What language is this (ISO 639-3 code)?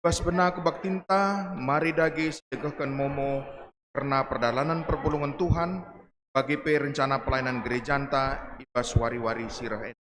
btx